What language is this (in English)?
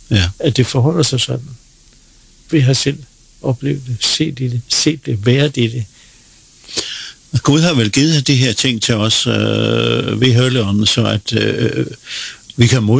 Danish